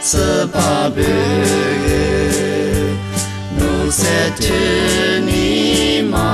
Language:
Lisu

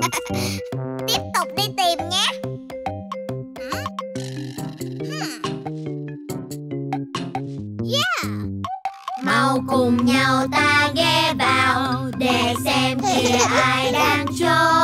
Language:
Vietnamese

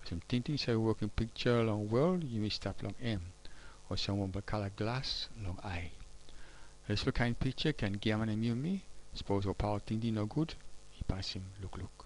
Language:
Tok Pisin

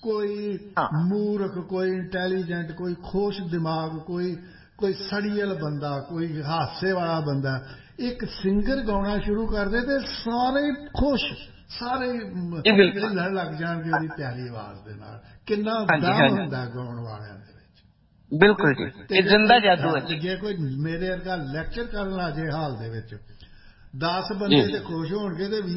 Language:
Punjabi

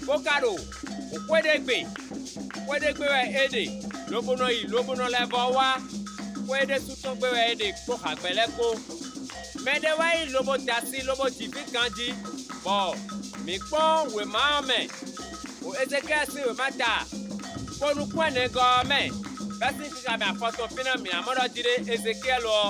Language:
Fon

